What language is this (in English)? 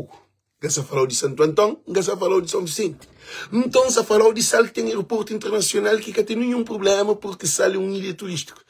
Kabuverdianu